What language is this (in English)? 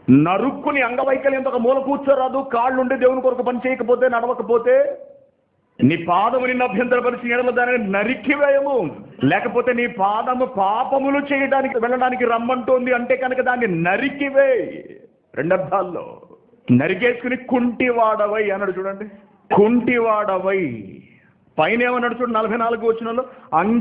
Telugu